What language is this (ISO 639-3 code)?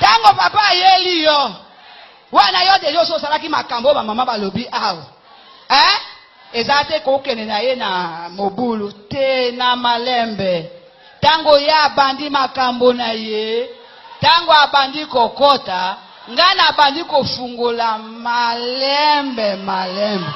lin